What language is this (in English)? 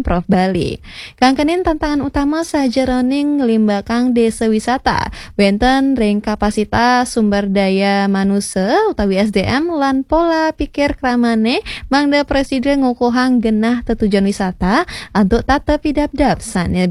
Balinese